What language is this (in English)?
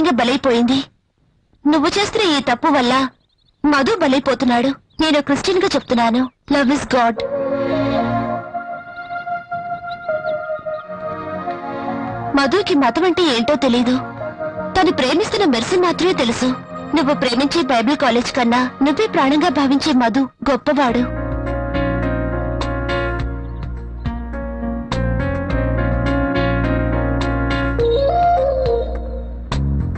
Telugu